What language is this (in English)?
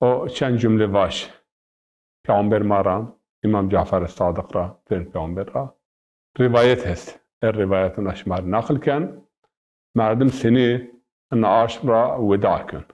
Zaza